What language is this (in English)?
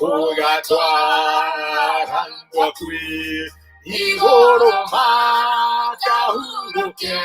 Kikuyu